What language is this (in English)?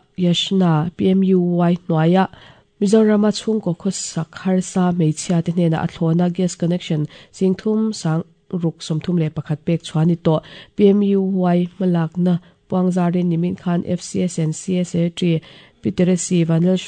Mizo